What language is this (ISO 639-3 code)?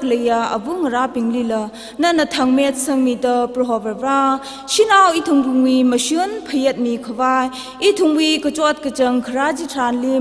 nmf